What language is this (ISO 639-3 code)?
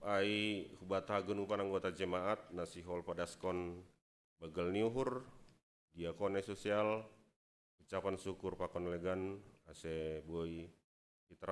bts